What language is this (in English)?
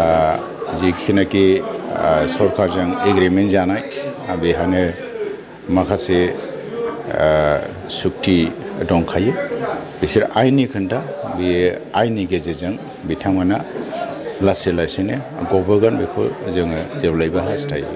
Bodo